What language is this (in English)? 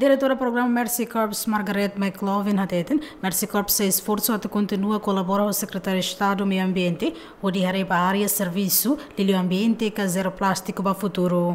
Tetum